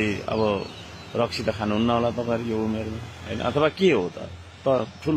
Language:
Nepali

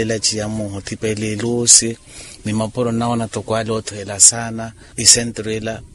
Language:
Makhuwa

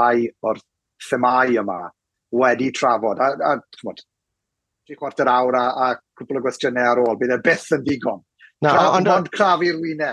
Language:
Welsh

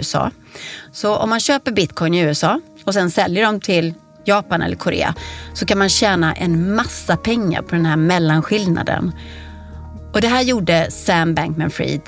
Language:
Swedish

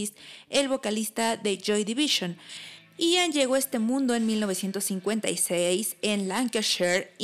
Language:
Spanish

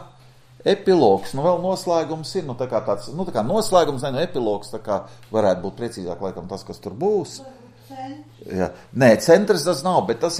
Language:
Latvian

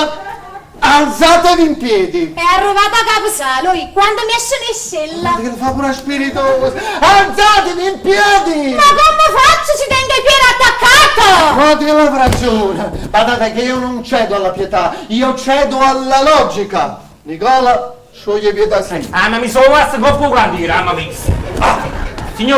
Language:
Neapolitan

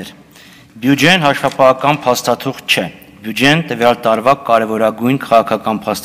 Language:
Armenian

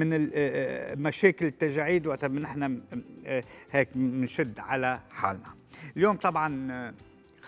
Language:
Algerian Arabic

